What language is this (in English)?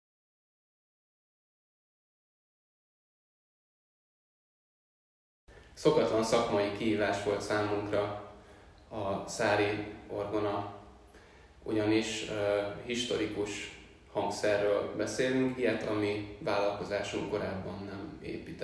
Hungarian